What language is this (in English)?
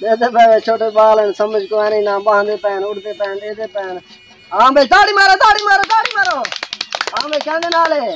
Saraiki